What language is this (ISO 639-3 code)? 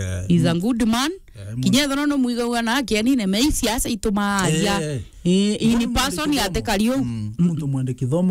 mer